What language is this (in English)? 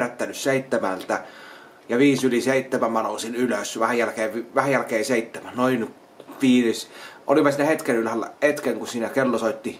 Finnish